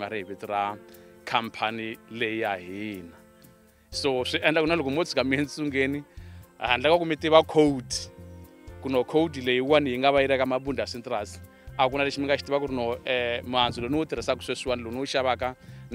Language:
Tsonga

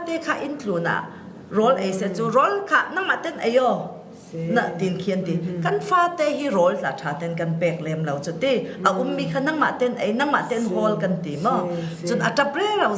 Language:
Falam Chin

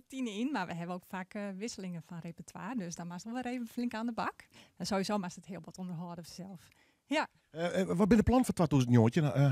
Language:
Western Frisian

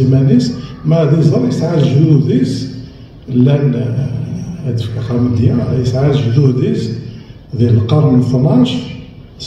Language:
Kabyle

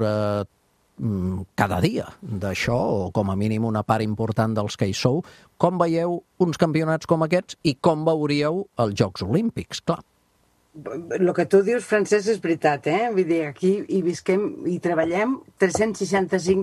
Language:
Catalan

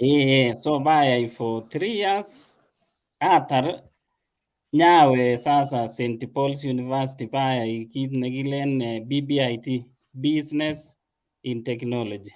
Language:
Kalenjin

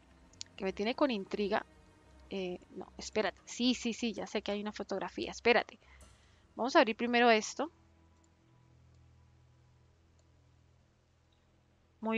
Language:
Spanish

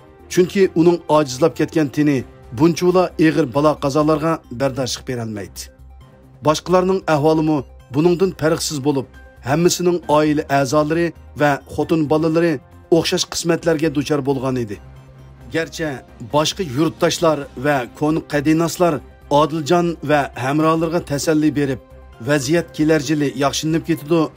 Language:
Uyghur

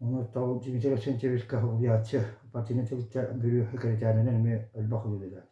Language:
Yakut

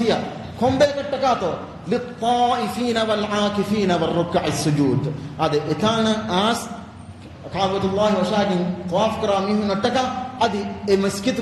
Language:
Divehi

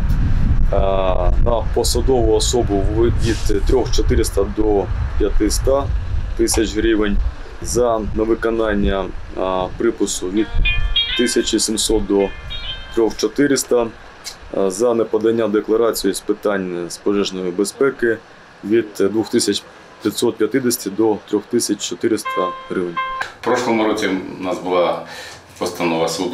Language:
Ukrainian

